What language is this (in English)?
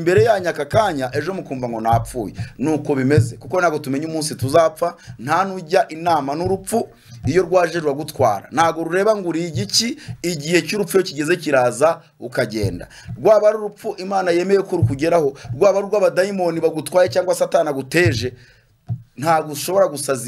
Kinyarwanda